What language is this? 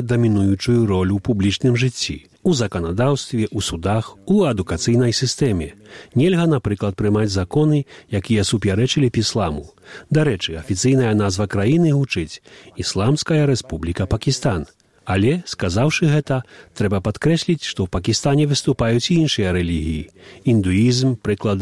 Belarusian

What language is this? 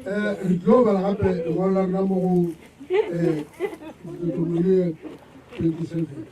Northern Sotho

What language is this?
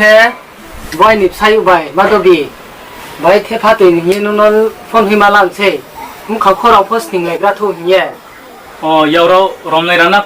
Riang (India)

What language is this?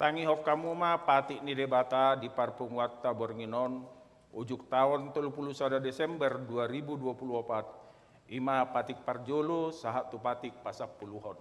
Batak Toba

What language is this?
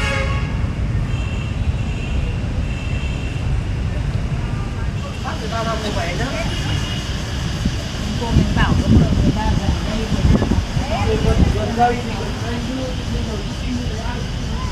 Vietnamese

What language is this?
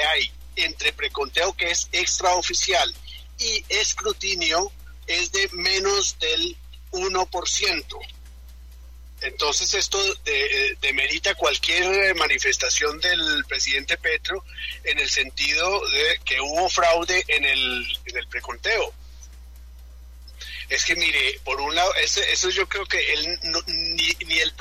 Spanish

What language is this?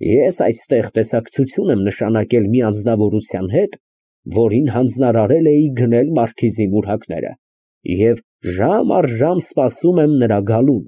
Armenian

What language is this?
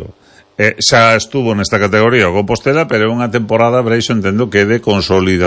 Galician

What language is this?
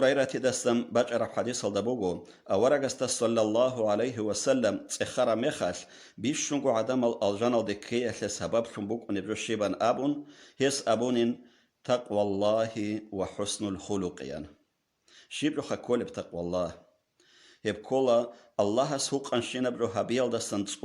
Avaric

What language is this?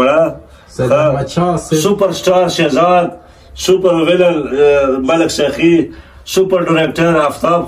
Pashto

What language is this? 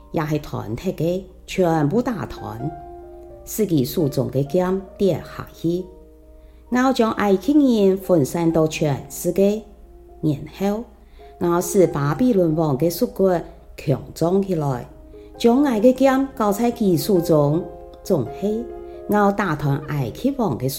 Hakka Chinese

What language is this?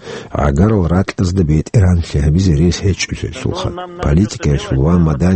Avaric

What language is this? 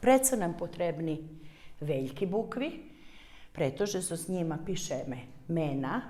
Rusyn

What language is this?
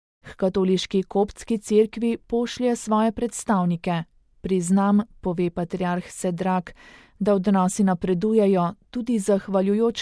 Slovenian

